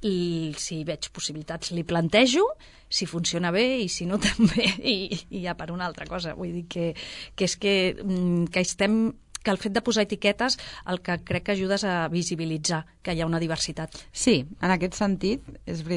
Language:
Catalan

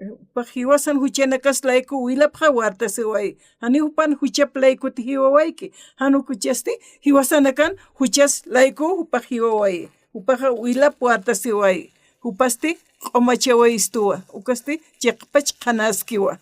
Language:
Aymara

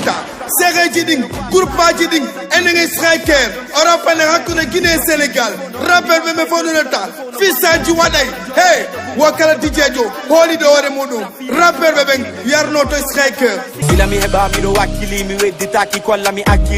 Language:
Fula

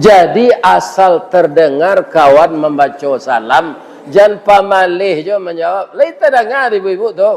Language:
Minangkabau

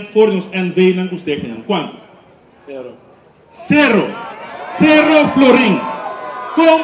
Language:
Papiamento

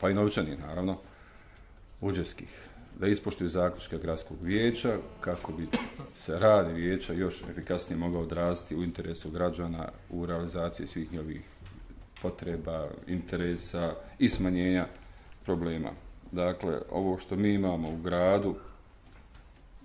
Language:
Bosnian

